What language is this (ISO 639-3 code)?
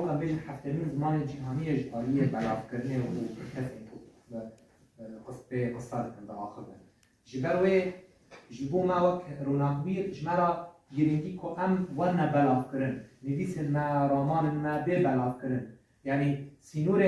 kur